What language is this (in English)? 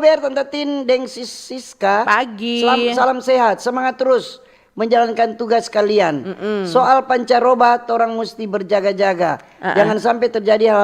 Manado Malay